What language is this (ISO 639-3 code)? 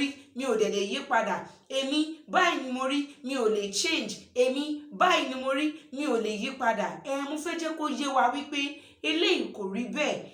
yor